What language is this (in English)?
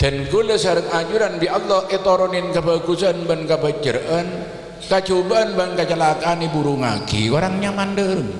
Madurese